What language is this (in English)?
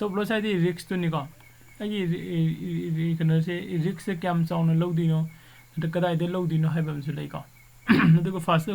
Manipuri